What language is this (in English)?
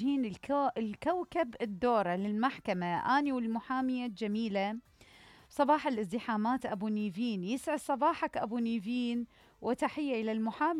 Mesopotamian Arabic